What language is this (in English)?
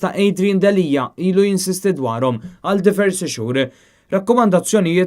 Maltese